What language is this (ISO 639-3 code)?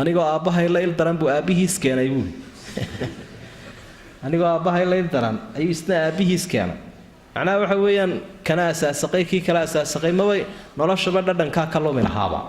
som